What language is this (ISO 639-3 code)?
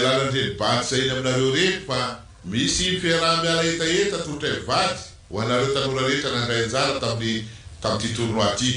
mlg